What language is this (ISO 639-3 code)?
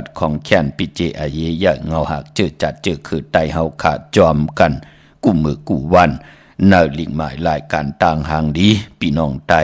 shn